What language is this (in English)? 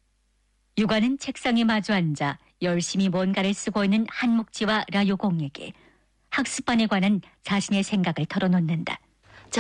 Korean